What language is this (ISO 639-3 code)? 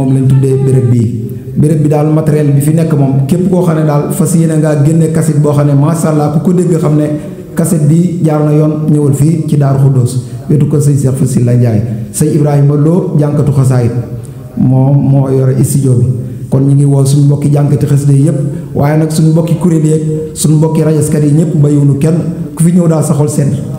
wol